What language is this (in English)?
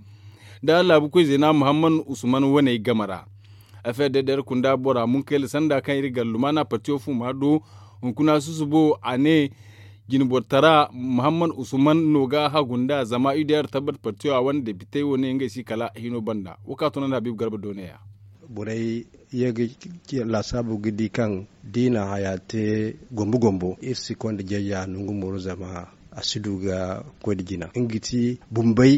Zarma